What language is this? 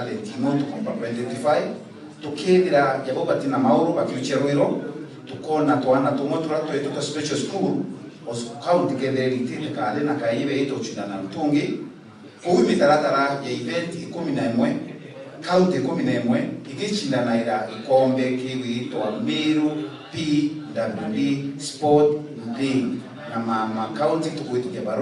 Meru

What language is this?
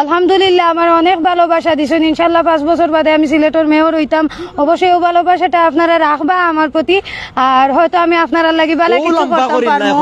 Sylheti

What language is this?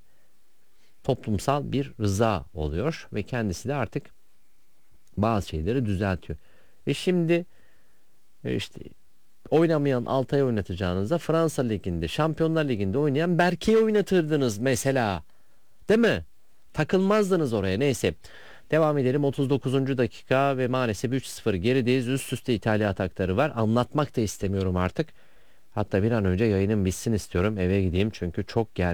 Turkish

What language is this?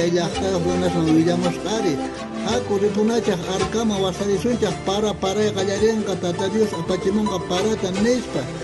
South Bolivian Quechua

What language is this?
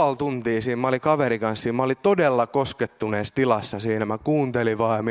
Finnish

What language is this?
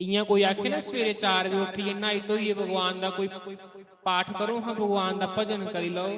Dogri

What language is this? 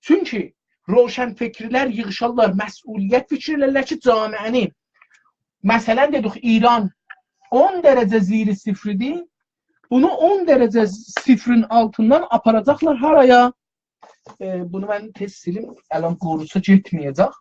South Azerbaijani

